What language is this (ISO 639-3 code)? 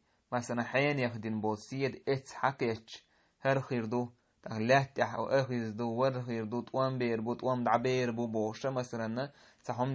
che